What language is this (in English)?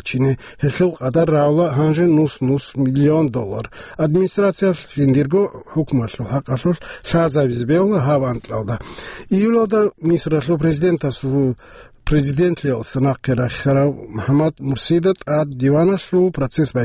Avaric